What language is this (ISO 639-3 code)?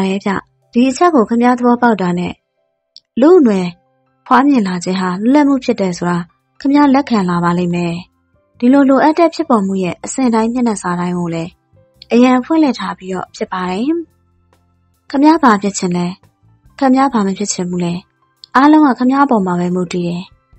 mya